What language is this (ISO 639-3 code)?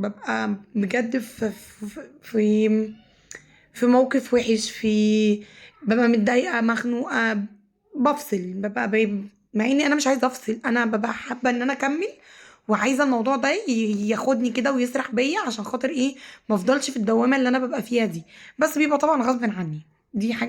arz